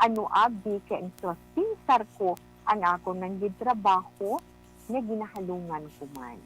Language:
Hiligaynon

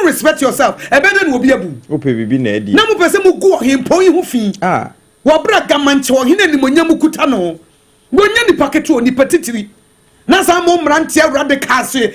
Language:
Akan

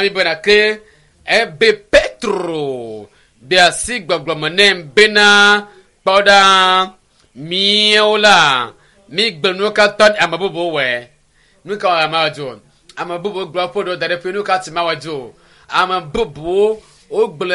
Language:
Ewe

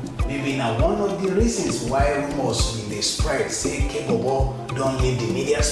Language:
Nigerian Pidgin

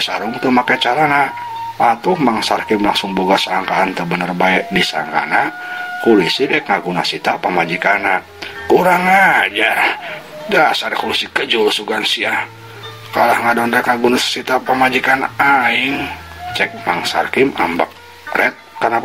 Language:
Sundanese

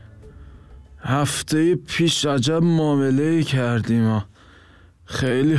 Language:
Persian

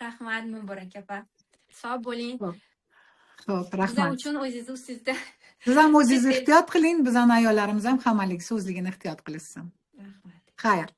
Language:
Uzbek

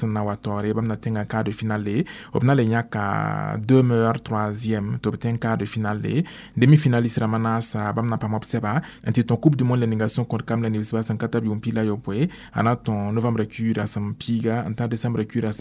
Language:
Mossi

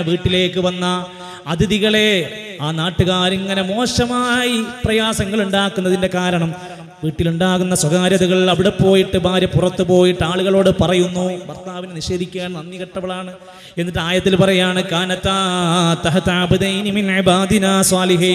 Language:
Malayalam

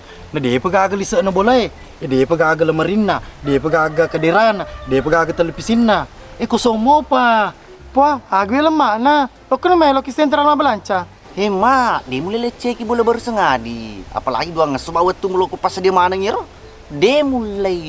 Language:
Buginese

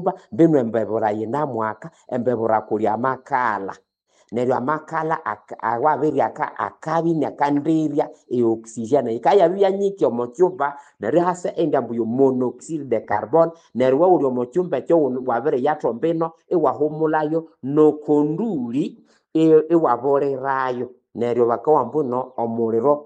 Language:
Nande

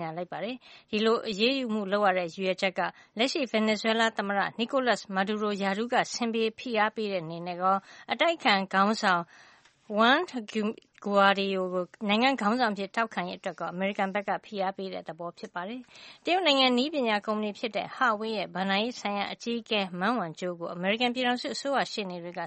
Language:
Burmese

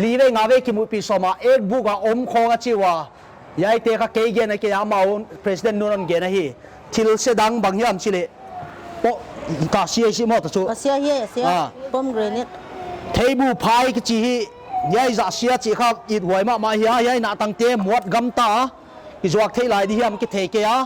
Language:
Paite Chin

